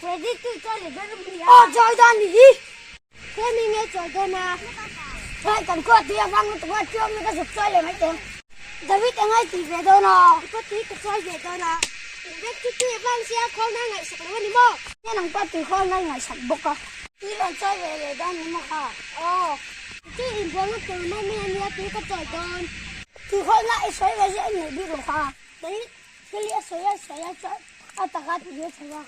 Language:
Mizo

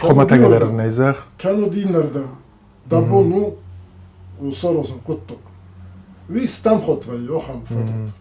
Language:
Ossetic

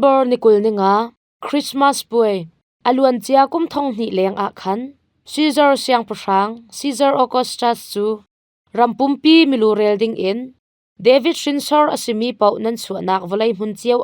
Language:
Hakha Chin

